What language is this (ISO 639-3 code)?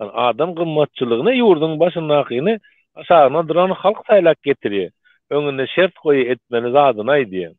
tuk